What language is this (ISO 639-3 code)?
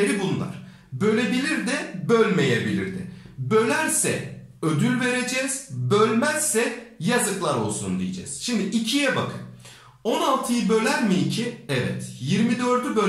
tur